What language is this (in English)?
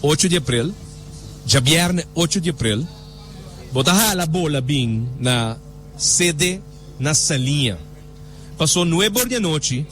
Papiamento